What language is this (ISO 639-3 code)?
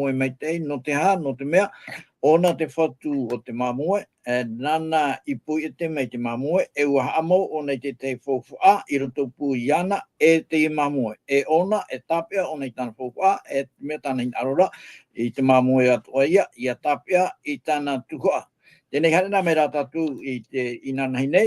tah